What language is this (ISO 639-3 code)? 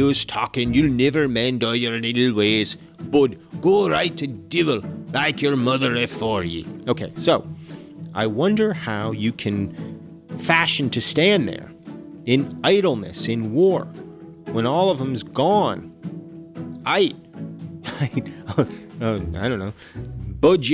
eng